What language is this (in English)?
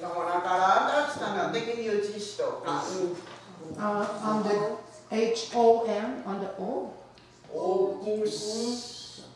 Mohawk